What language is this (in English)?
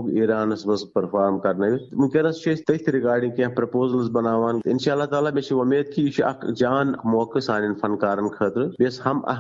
Kashmiri